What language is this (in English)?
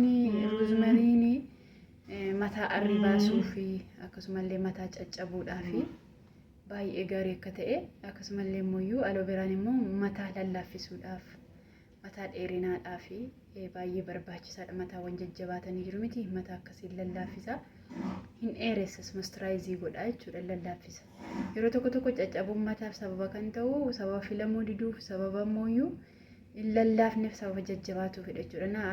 Oromo